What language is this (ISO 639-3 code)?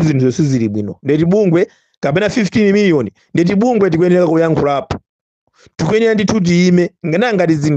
nya